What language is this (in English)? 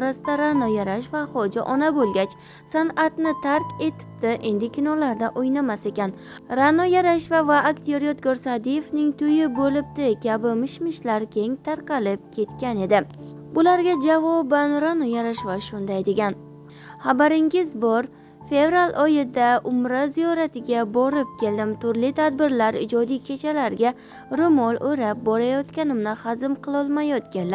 Uzbek